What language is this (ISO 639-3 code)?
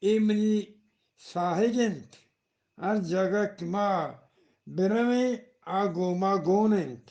bgp